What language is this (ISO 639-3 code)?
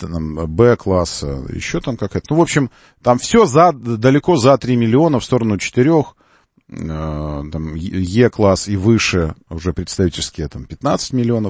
rus